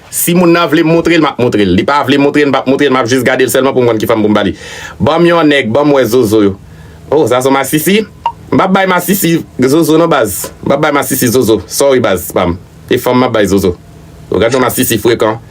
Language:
Haitian Creole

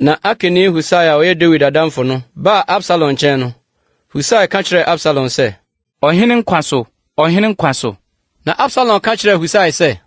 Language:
Akan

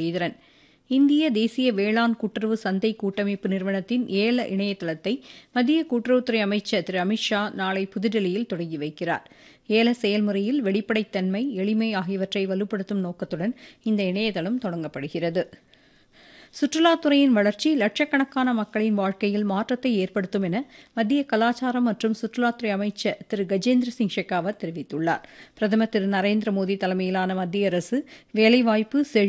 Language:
Tamil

